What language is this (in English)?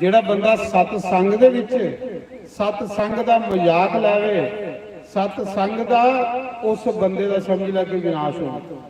Dogri